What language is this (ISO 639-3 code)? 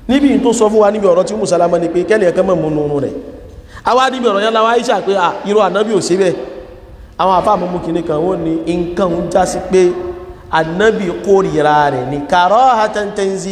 yor